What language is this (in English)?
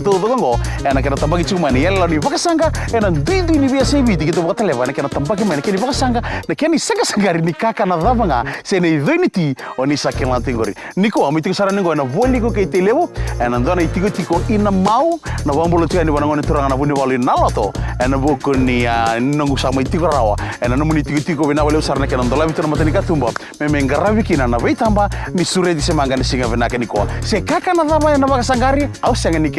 Fijian